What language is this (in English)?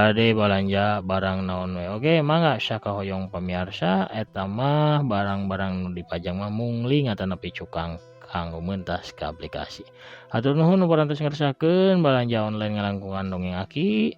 Sundanese